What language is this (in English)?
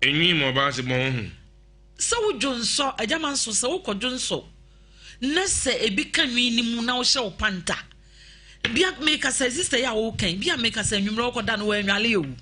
Akan